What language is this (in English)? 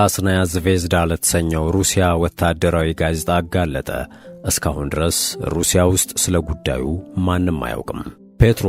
Amharic